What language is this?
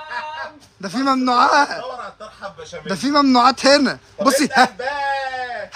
Egyptian Arabic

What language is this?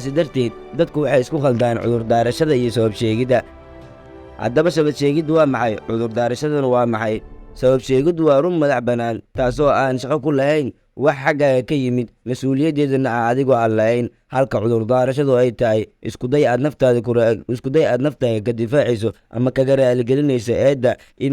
Somali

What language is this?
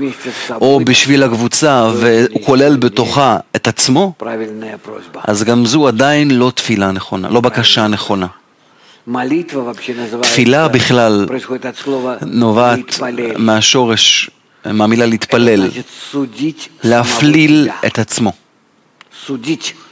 Hebrew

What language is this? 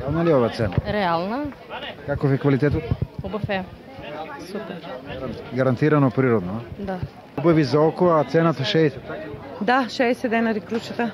Macedonian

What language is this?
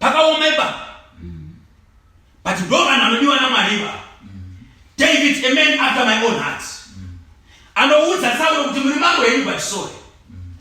Shona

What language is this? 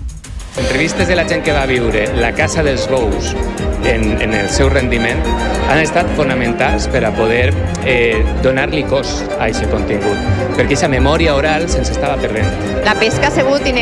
Catalan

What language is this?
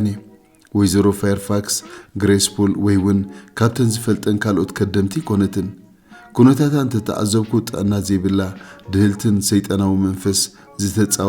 Tigrinya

